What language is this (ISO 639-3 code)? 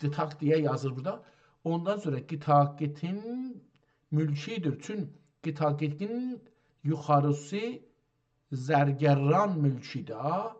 azb